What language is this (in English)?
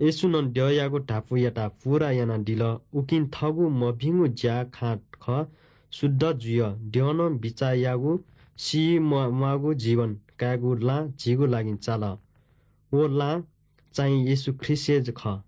Newari